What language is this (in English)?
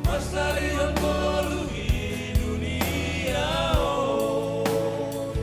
Batak Simalungun